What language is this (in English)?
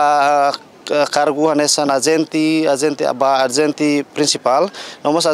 Tetum